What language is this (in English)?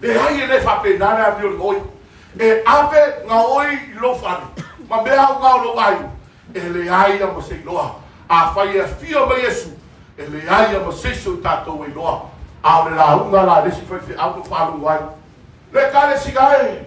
Samoan